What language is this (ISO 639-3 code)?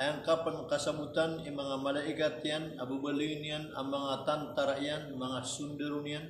mrw